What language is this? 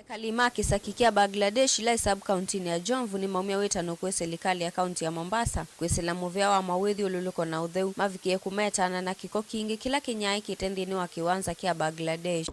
Kamba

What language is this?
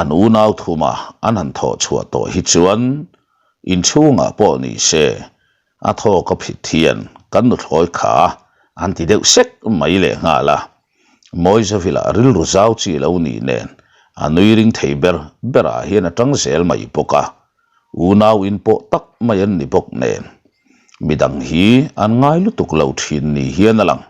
Mizo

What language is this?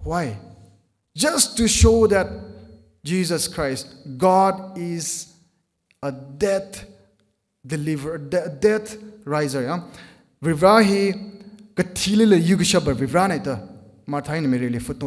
Tangkhul Naga (India)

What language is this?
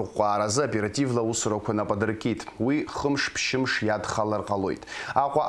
Abkhazian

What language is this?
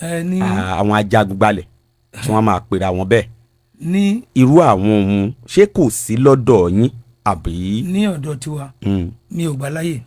Yoruba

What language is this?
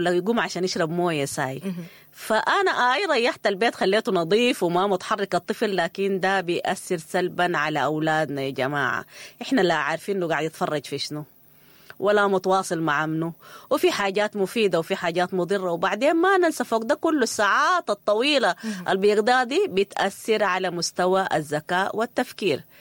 Sudanese Arabic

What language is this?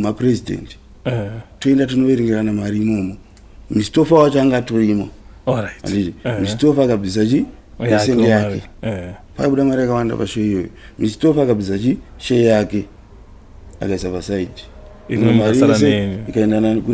Shona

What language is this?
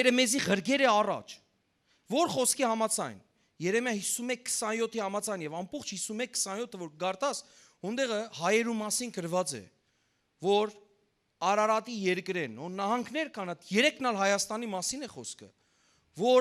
Western Armenian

